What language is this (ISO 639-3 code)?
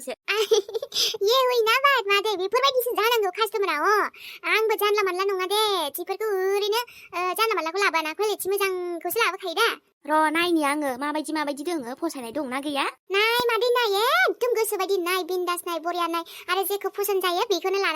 brx